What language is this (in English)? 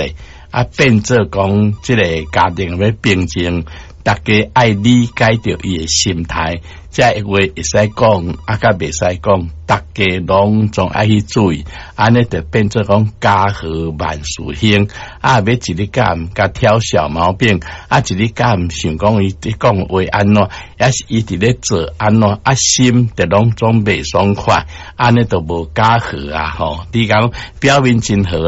Min Nan Chinese